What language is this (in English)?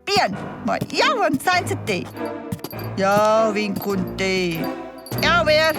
Romansh